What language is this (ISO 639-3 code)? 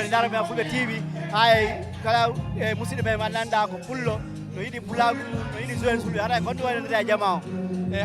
ful